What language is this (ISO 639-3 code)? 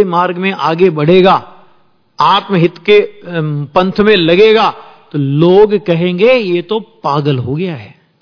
hin